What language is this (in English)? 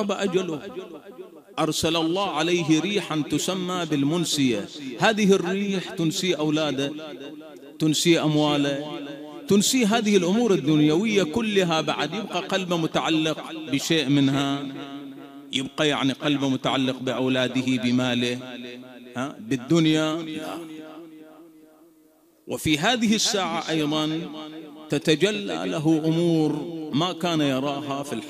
Arabic